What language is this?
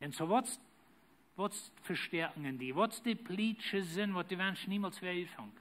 Plautdietsch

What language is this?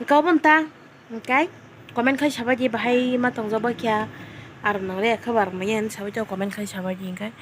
Kok Borok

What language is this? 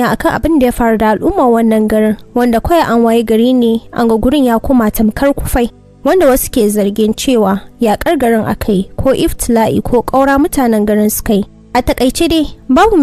Hausa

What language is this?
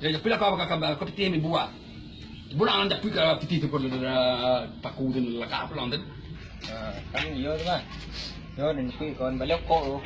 Minangkabau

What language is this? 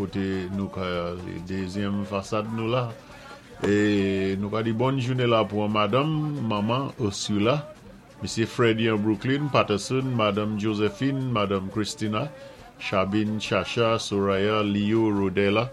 Saint Lucian Creole French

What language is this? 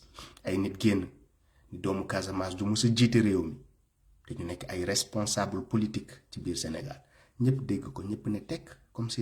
Wolof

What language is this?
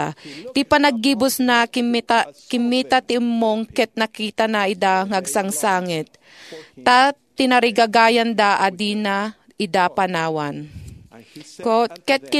Iloko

